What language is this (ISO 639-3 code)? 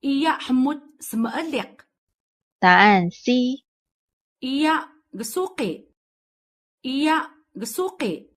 trv